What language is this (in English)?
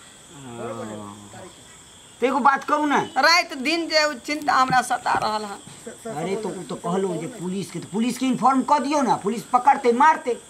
Maithili